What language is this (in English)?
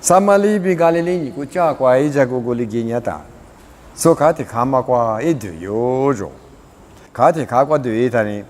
Lisu